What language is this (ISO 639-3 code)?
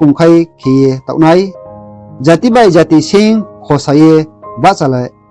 ria